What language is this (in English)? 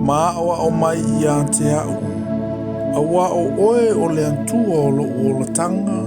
Samoan